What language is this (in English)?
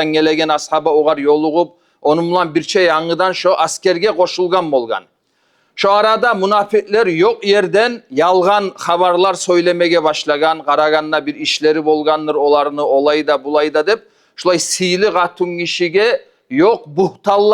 Kumyk